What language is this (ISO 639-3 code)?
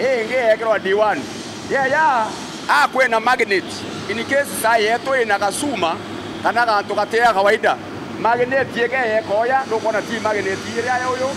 mer